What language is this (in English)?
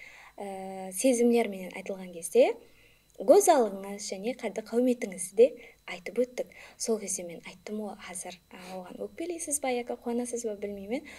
Kara-Kalpak